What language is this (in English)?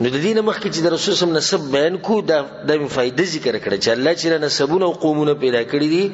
Pashto